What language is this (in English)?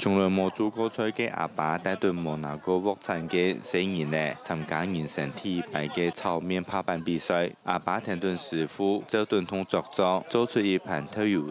Hakka Chinese